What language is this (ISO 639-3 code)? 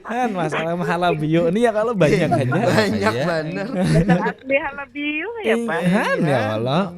bjn